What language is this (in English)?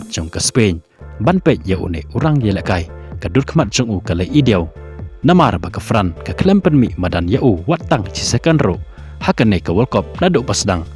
Khasi